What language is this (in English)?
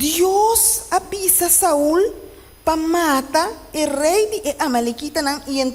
Papiamento